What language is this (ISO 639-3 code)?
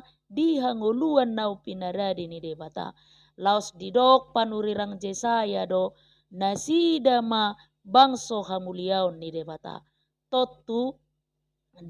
bbc